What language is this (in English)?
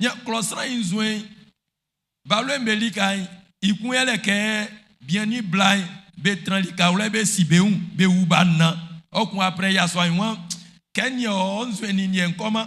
Baoulé